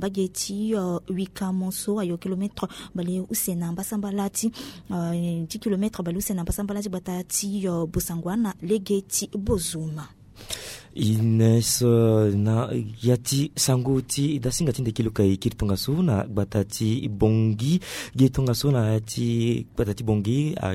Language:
Sango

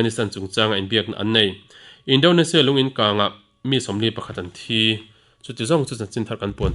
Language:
Mizo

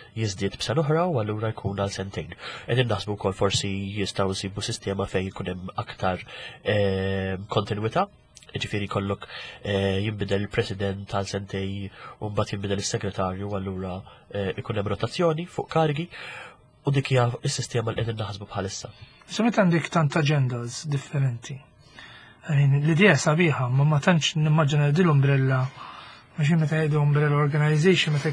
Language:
Maltese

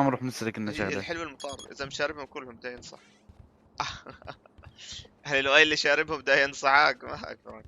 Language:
North Levantine Arabic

